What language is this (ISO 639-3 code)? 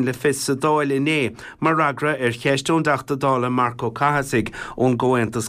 gle